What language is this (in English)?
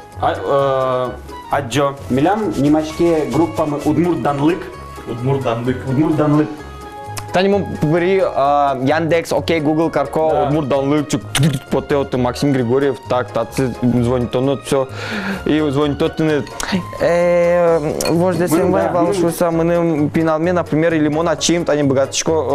Udmurt